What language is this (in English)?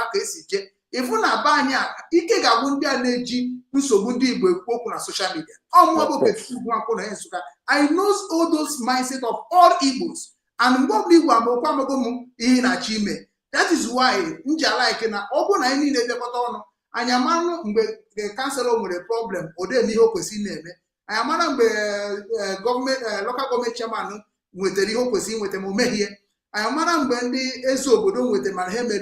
Igbo